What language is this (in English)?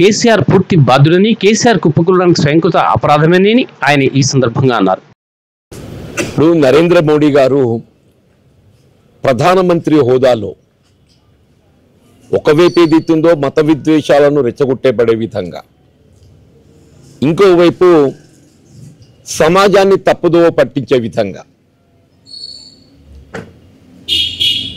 Telugu